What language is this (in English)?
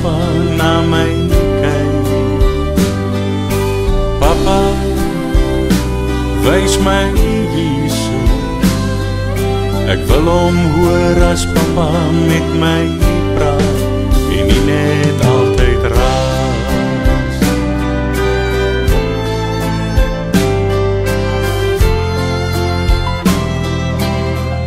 Afrikaans